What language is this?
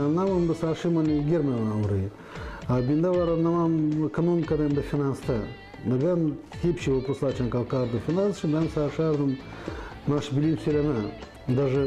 Gagauz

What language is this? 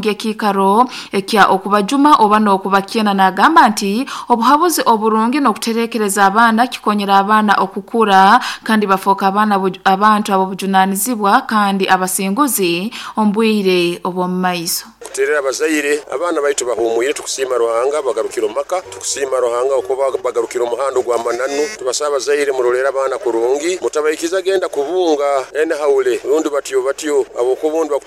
Nyankole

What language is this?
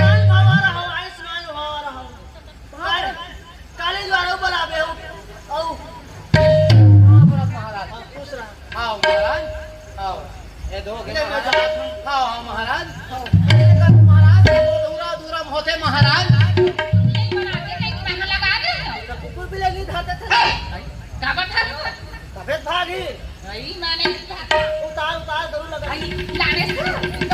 Chhattisgarhi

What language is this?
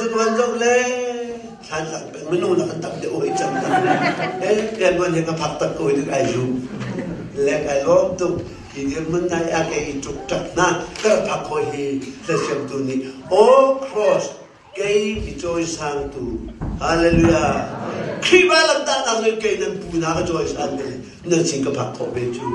Hakha Chin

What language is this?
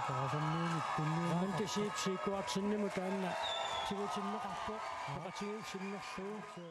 Kalaallisut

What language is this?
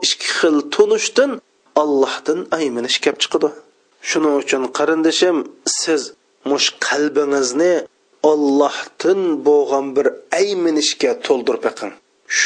Uyghur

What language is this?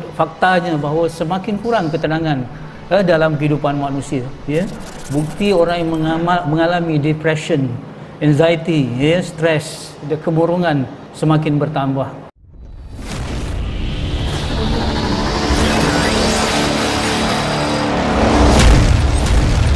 Malay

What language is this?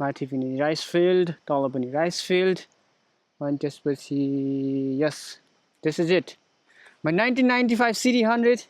Nepali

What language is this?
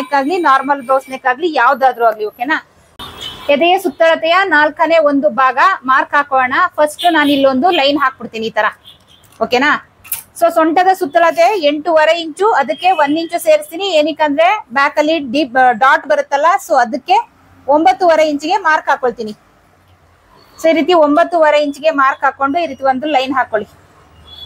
Kannada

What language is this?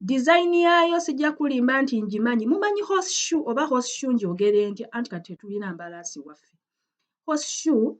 Ganda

